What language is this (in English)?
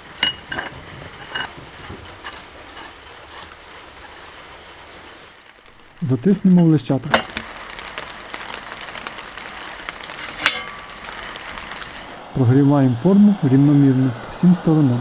Ukrainian